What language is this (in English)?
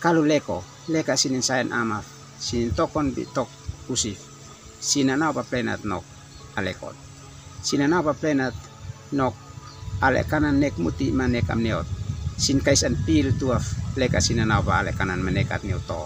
Uab Meto